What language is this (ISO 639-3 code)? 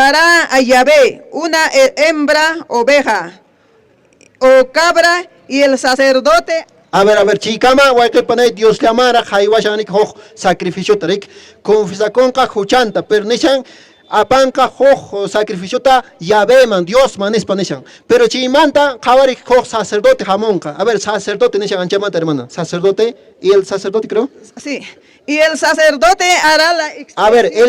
que